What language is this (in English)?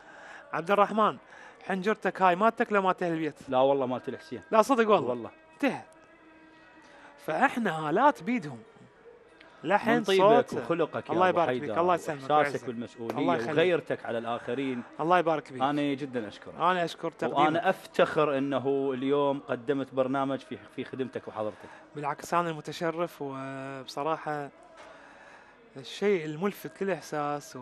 Mesopotamian Arabic